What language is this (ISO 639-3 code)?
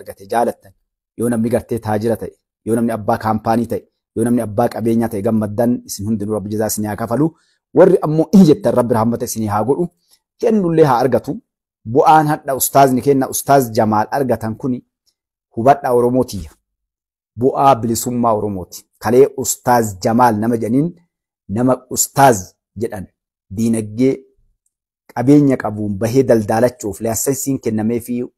orm